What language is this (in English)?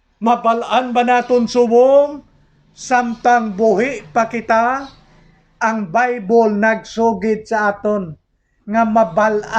Hiligaynon